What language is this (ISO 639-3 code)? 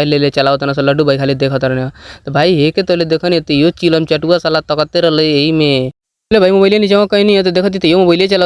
bho